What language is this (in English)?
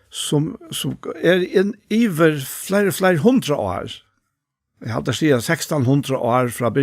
Faroese